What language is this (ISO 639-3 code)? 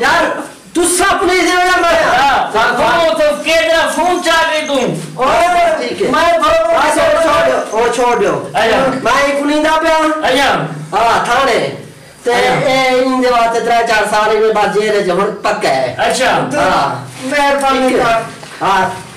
skr